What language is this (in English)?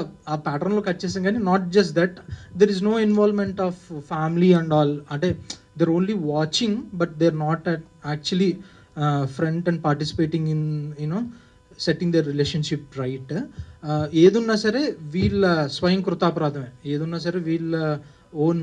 Telugu